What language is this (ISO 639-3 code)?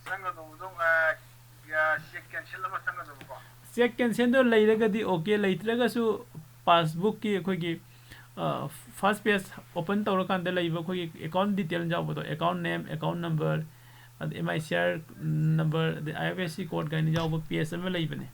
mni